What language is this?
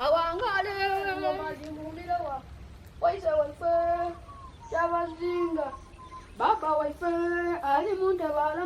Soga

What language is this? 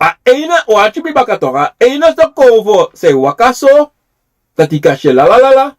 Sranan Tongo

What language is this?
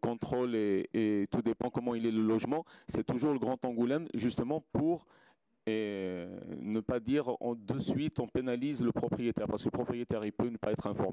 French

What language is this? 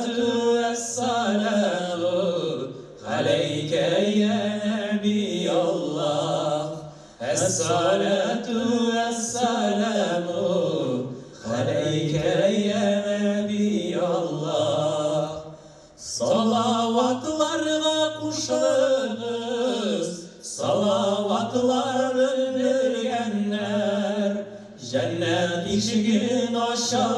Tatar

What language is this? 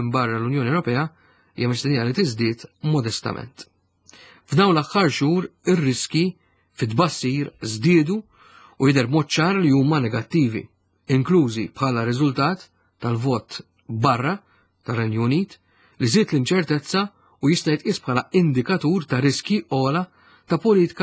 Maltese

